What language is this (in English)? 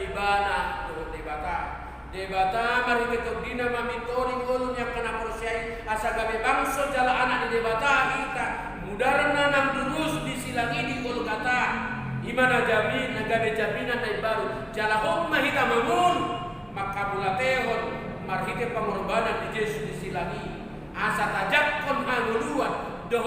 Batak Toba